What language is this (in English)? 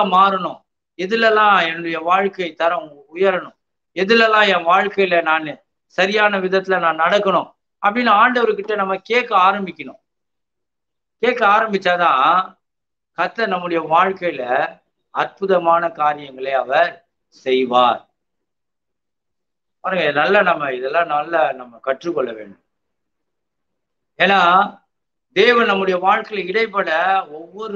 Tamil